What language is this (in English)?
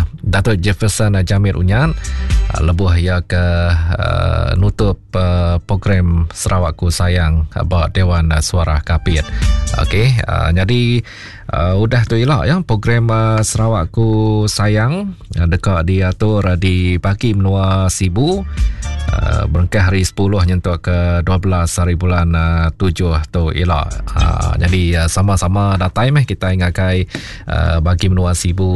Iban